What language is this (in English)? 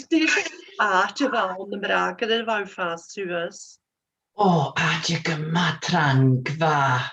Scottish Gaelic